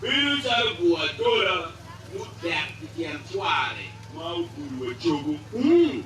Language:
Acoli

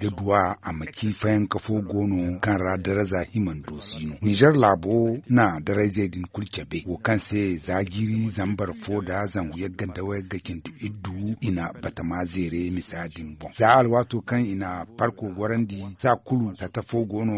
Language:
Zarma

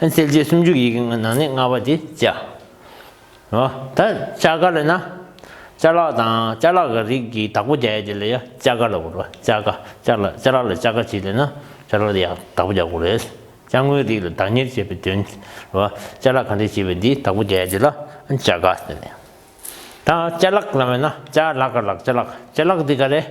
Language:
Tibetan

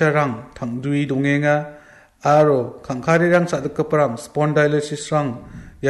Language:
Garo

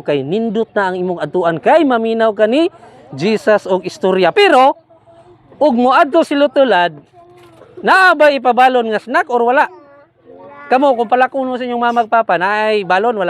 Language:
Cebuano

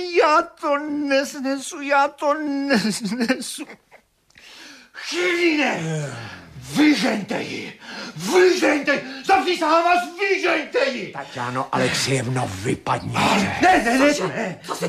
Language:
Czech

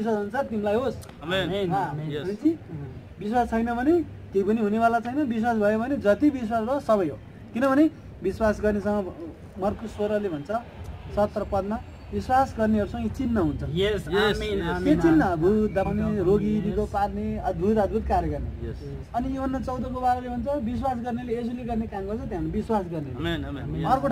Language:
Nepali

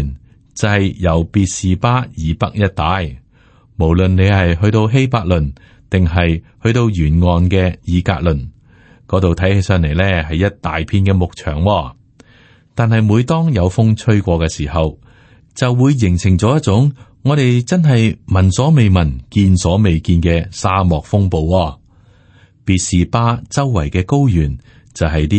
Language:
Cantonese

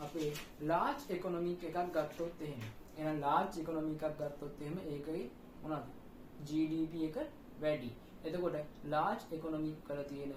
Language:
Sinhala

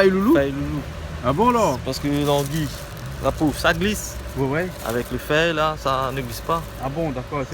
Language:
Réunion Creole French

